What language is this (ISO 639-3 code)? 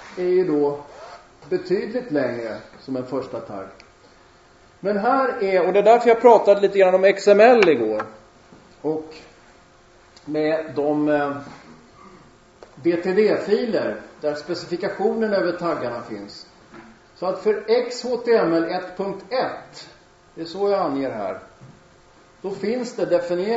swe